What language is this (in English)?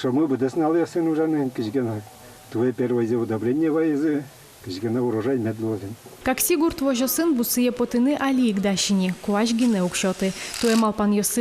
Udmurt